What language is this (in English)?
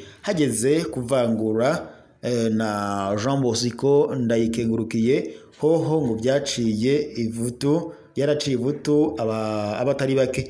Rundi